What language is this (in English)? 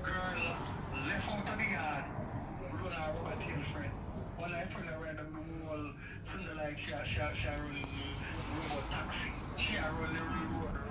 Jamaican Creole English